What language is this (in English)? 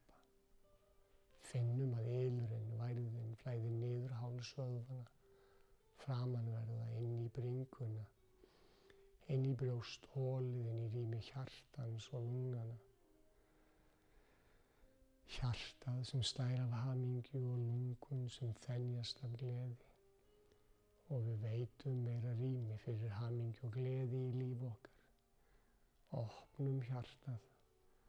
Icelandic